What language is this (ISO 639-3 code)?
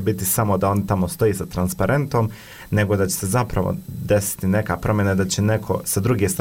bos